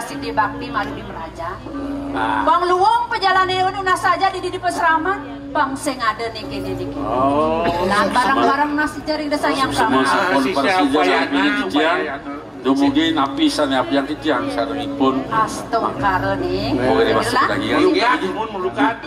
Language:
Balinese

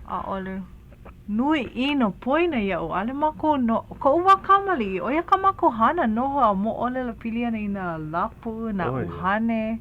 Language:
Hawaiian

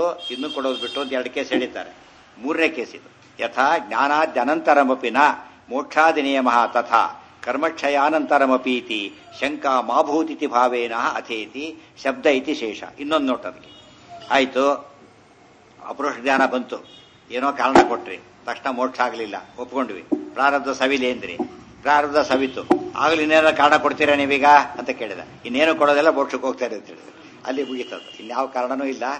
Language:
Kannada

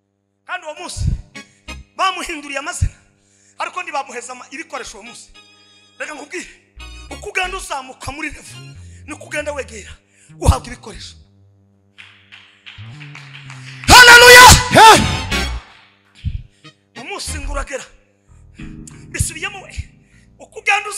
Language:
Kinyarwanda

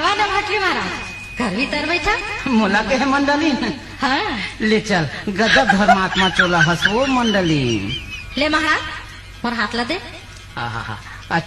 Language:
Chhattisgarhi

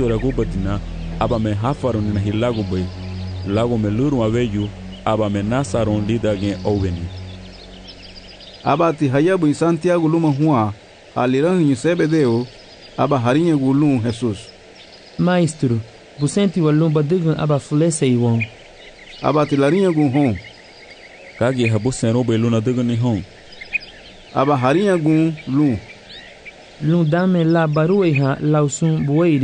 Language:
Garifuna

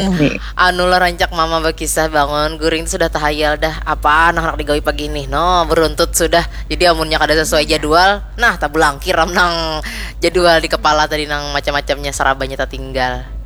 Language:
Banjar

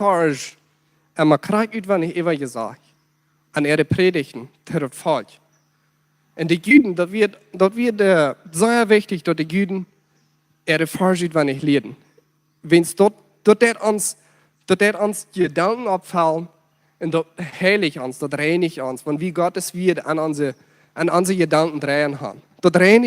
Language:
Plautdietsch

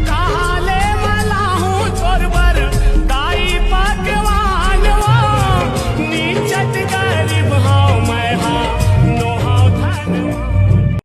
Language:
Chhattisgarhi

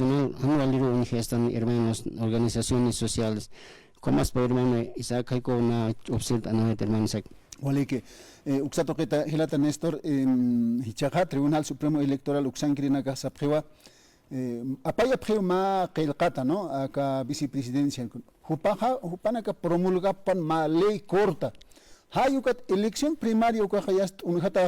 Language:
Aymara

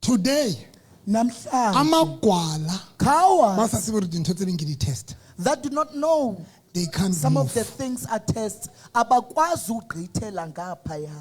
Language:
Southern Sotho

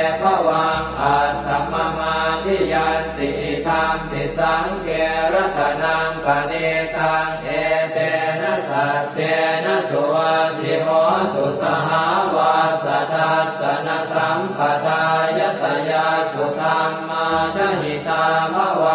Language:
Pali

